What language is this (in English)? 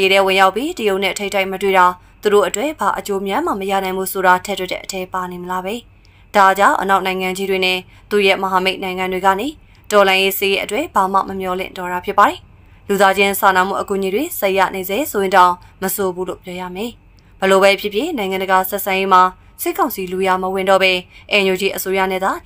Burmese